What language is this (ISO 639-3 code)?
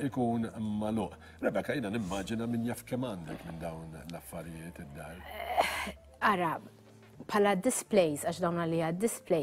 mlt